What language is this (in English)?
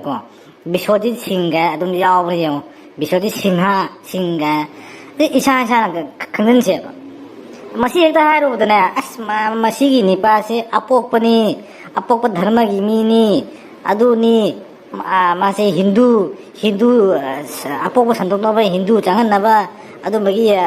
Manipuri